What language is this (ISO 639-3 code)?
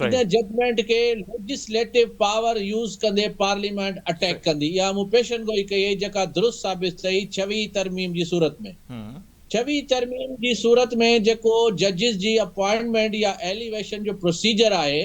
snd